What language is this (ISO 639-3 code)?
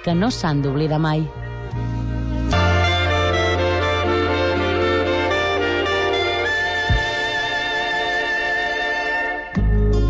cat